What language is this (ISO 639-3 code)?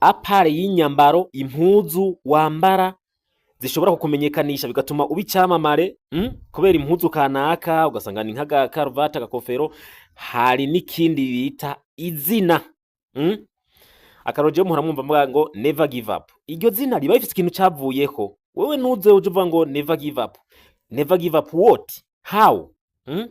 run